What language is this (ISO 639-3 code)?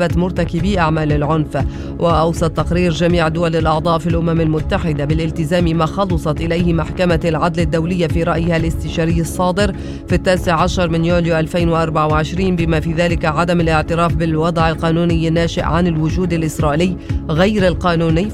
ara